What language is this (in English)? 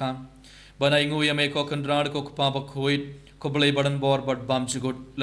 Khasi